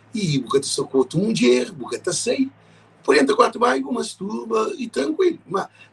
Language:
Kabuverdianu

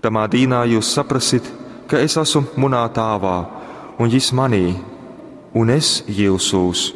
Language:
Latgalian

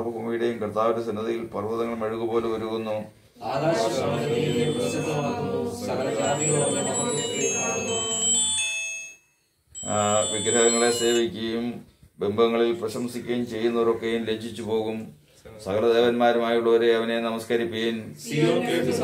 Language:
Malayalam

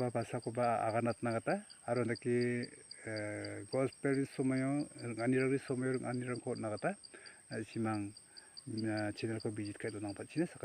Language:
Garo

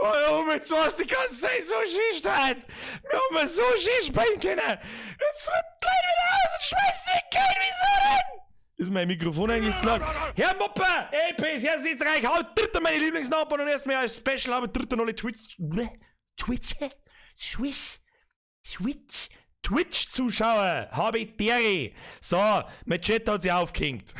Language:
Bavarian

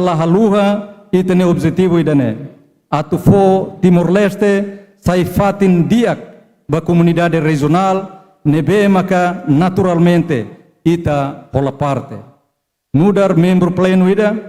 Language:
Tetum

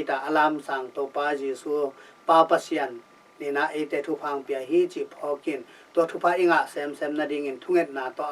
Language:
Tedim Chin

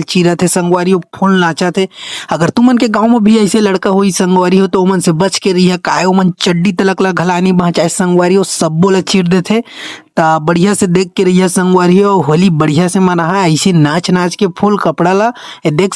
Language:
Chhattisgarhi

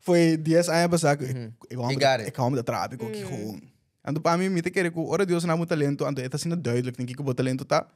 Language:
Papiamento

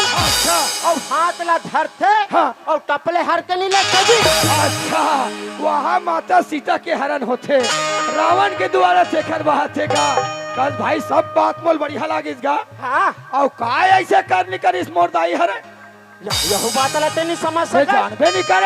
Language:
Chhattisgarhi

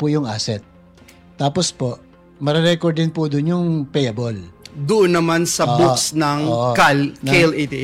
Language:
Filipino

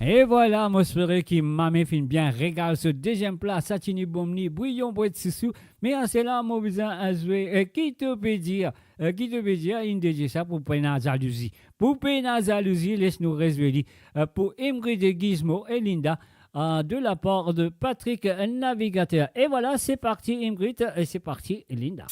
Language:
Morisyen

